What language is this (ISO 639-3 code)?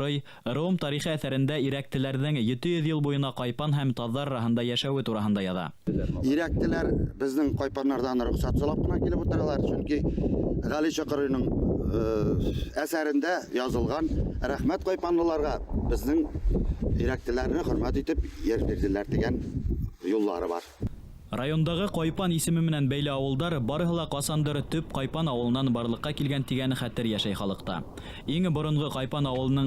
bak